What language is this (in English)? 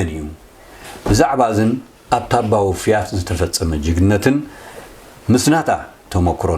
Tigrinya